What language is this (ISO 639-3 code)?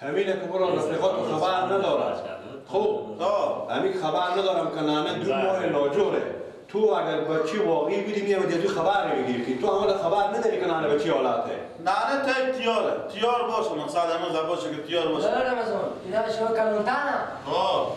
fas